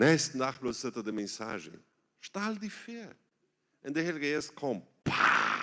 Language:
Plautdietsch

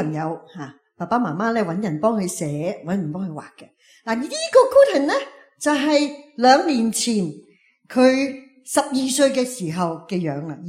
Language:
Cantonese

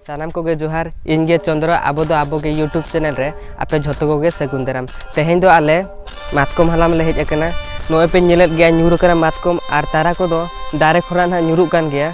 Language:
Santali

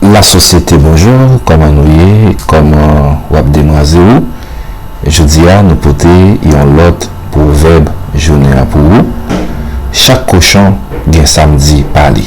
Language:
Haitian Creole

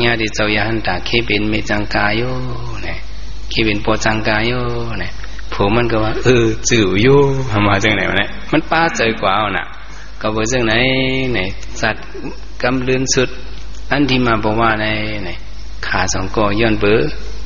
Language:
Shan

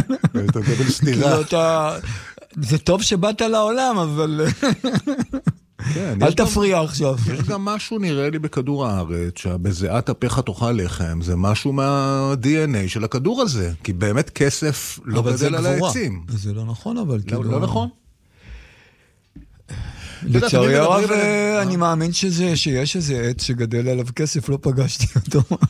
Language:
Hebrew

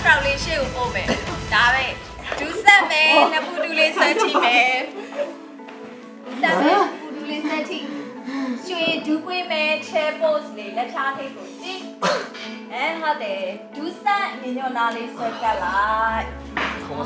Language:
Burmese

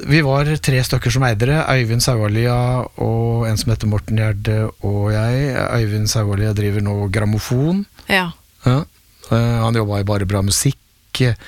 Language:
Norwegian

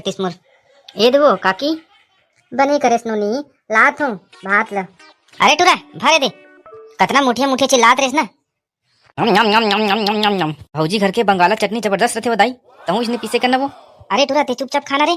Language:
Chhattisgarhi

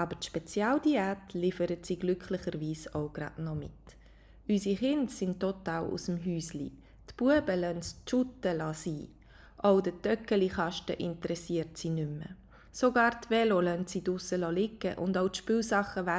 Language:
Swiss German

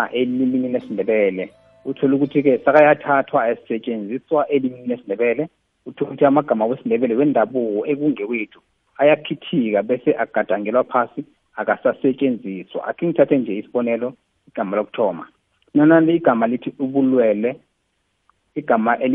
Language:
South Ndebele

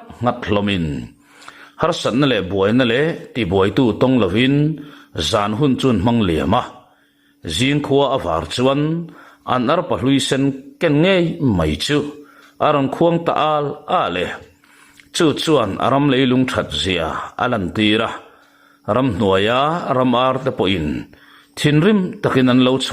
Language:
Mizo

